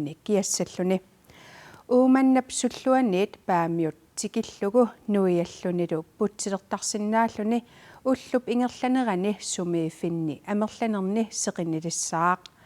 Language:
Kalaallisut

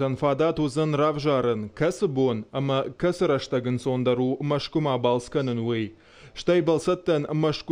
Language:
Ossetic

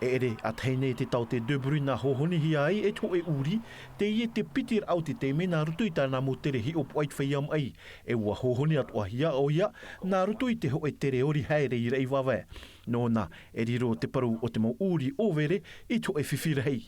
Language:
Tahitian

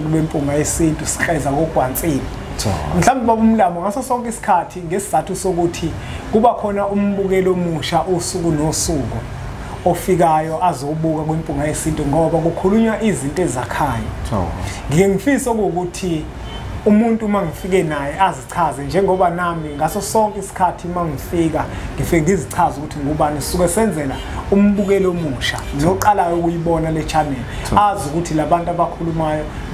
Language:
Zulu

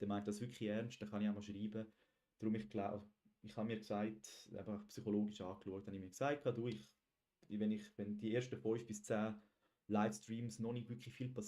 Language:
Swiss German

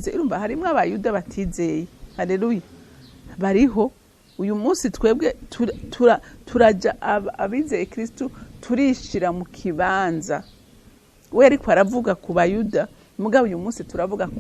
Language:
Rundi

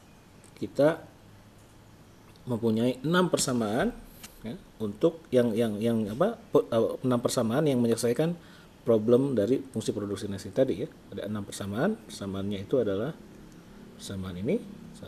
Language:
Indonesian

